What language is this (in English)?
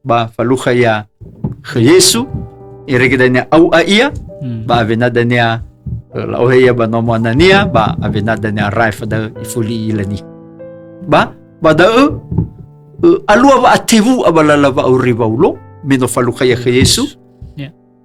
Nias